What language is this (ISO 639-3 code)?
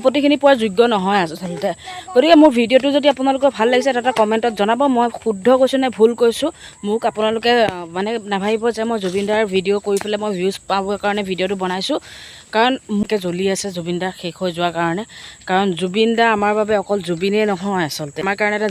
asm